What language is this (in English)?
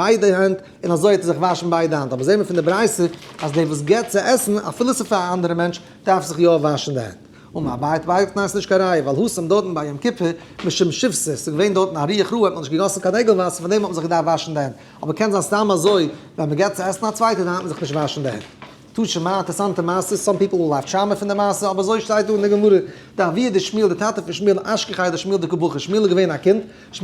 Yiddish